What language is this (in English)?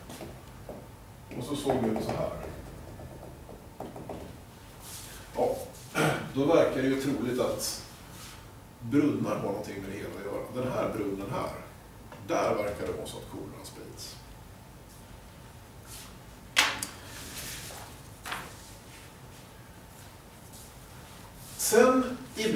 Swedish